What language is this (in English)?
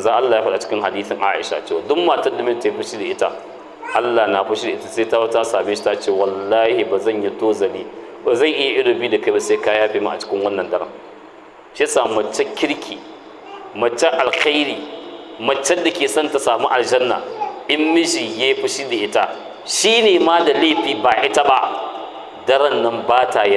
Hausa